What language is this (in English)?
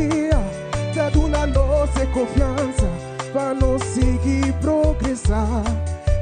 Papiamento